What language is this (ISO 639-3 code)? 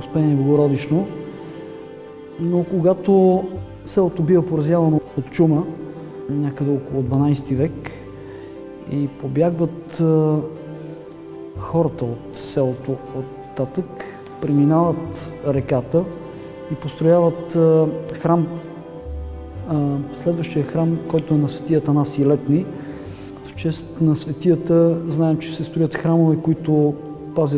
bul